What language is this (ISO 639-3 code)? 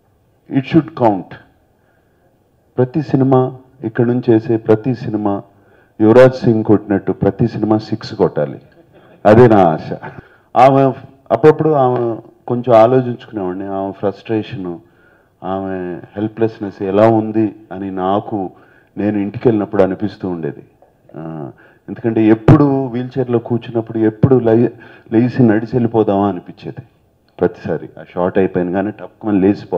tel